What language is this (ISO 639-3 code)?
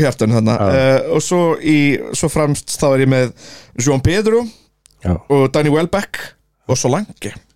isl